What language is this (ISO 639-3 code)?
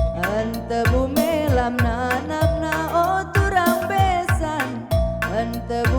btx